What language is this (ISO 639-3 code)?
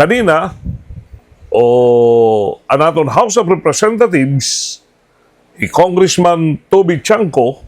war